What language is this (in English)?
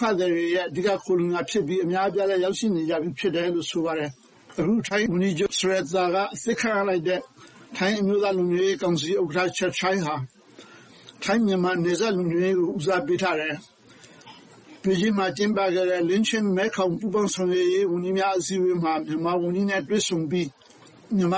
Burmese